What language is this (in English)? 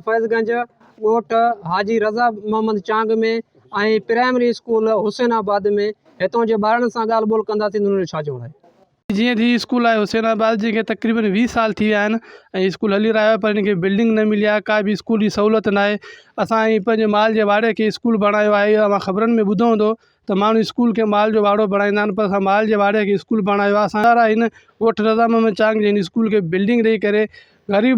Sindhi